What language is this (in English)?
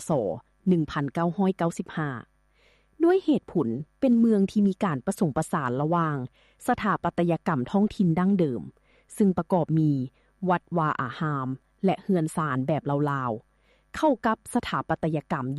Lao